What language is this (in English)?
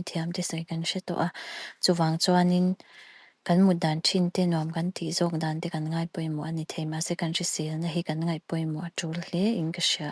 Mizo